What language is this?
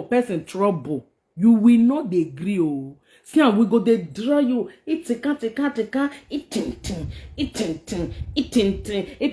Nigerian Pidgin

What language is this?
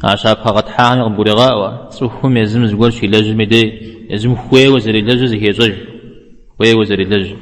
Kabardian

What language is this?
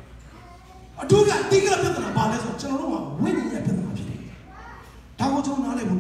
Burmese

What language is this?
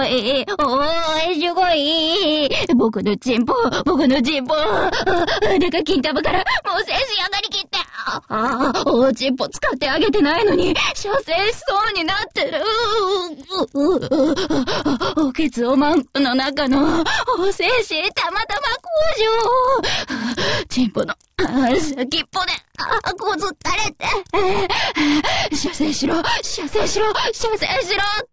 Japanese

